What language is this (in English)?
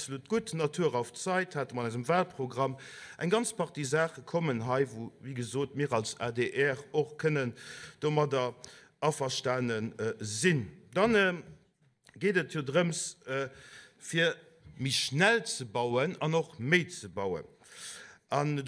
Luxembourgish